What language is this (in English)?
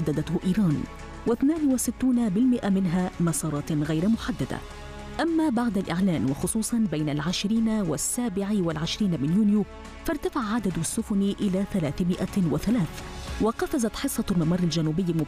Arabic